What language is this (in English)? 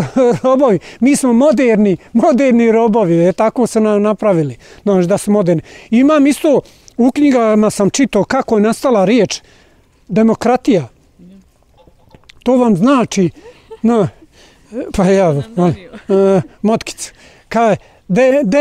Bosnian